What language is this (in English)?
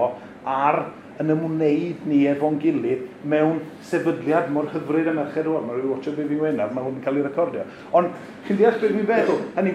Welsh